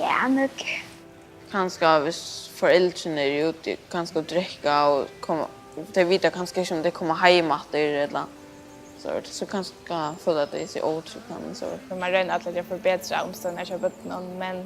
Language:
Faroese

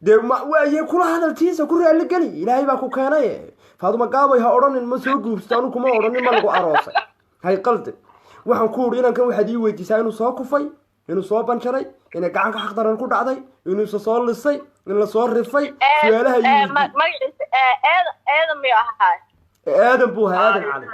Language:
Somali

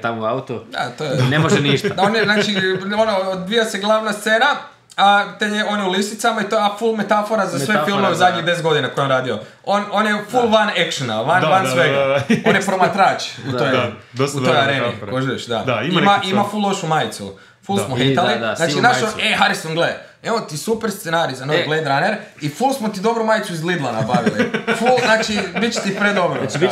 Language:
Croatian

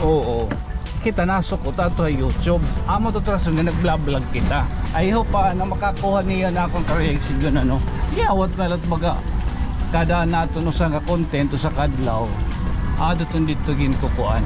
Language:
Waray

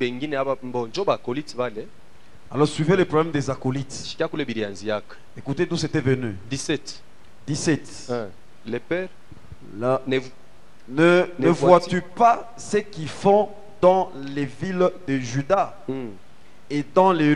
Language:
French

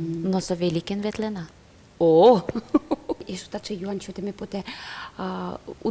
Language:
Udmurt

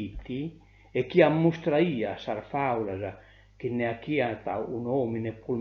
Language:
Sardinian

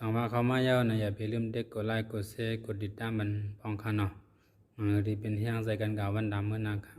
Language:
Shan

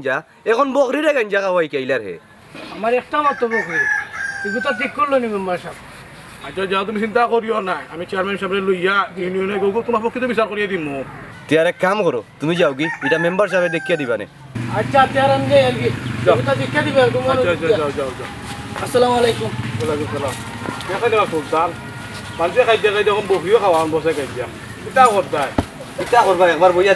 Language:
Sylheti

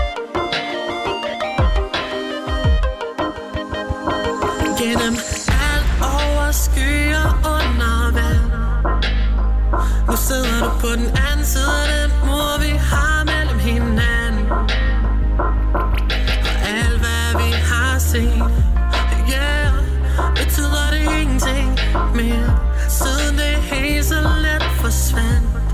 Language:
Danish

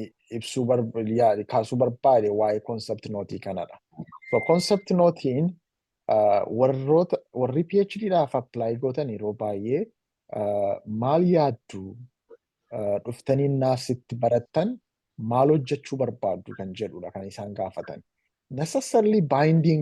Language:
Oromo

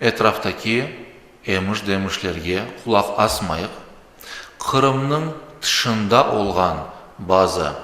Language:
Crimean Tatar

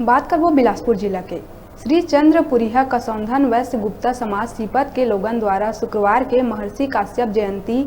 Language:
Chhattisgarhi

